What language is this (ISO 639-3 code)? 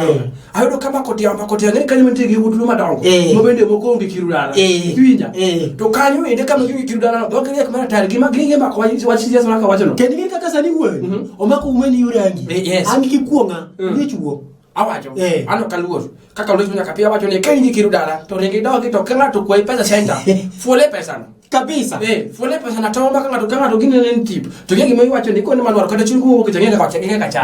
luo